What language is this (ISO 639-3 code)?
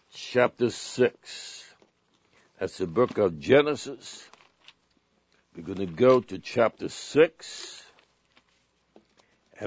eng